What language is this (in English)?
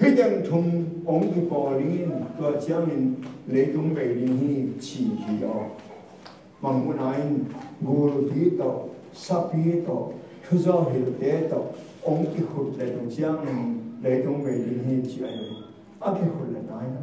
Tedim Chin